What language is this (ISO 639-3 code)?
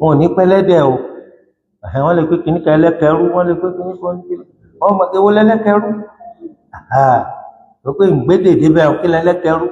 yor